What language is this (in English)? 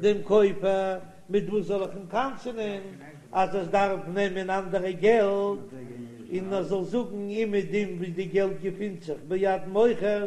Yiddish